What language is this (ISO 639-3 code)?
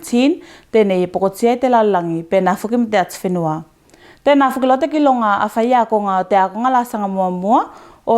tvl